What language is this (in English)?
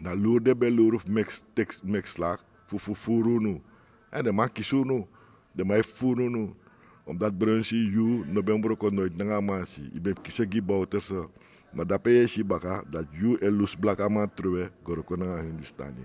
Sranan Tongo